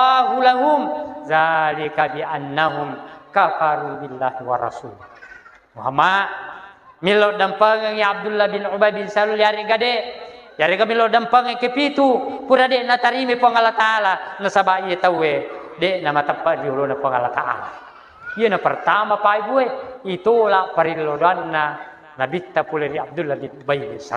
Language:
Buginese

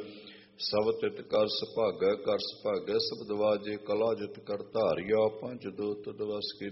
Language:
Punjabi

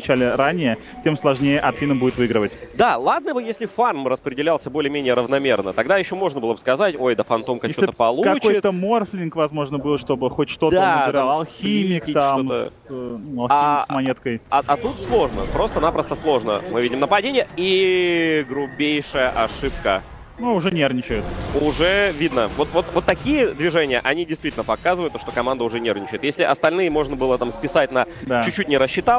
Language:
Russian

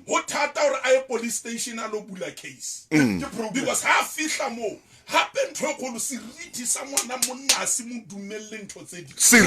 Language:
Southern Sotho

